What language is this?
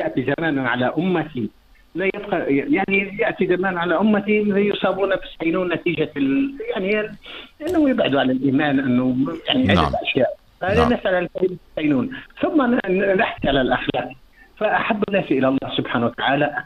Tunisian Arabic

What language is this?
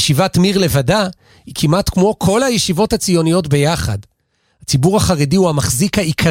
Hebrew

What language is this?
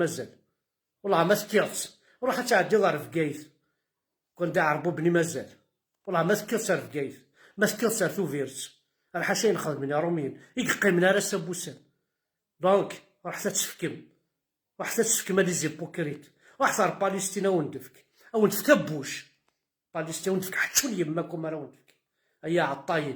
Kabyle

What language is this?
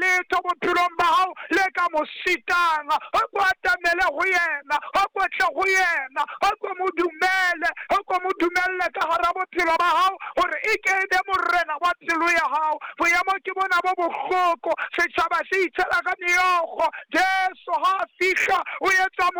Southern Sotho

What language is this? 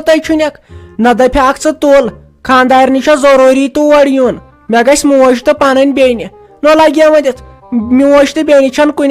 Kashmiri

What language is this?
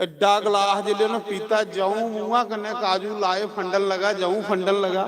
Dogri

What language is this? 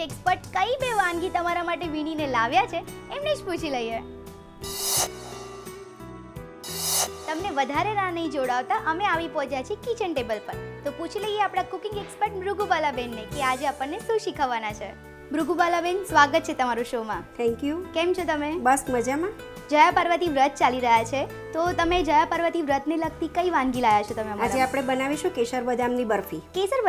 Gujarati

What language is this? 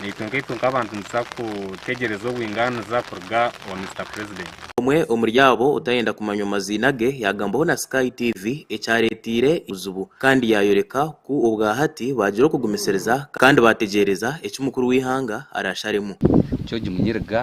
Nyankole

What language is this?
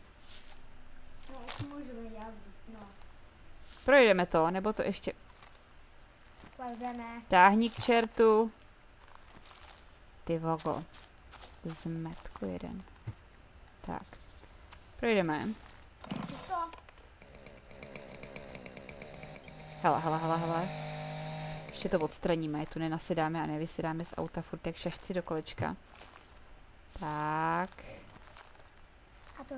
Czech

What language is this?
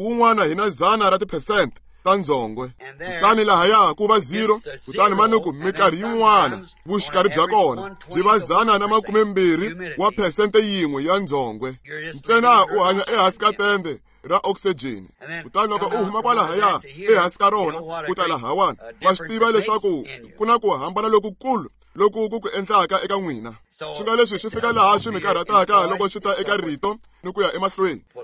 Tsonga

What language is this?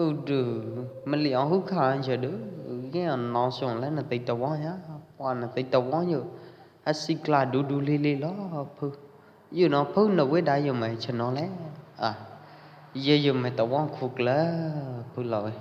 Pwo Eastern Karen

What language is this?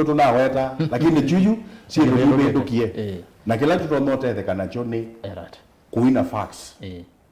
Kamba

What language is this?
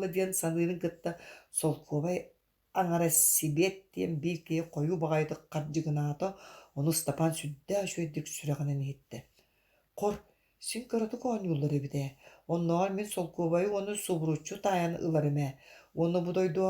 Yakut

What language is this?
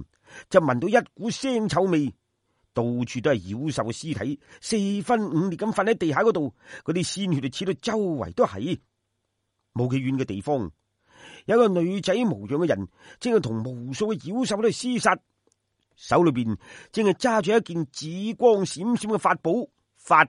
Cantonese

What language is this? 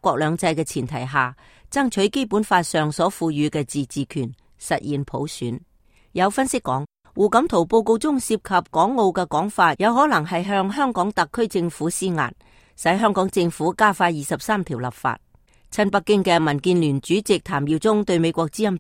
Cantonese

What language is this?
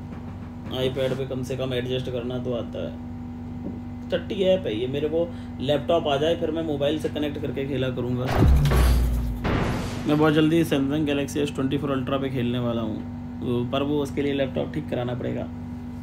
Hindi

